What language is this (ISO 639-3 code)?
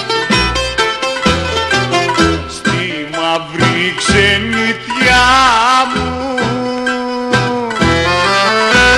ell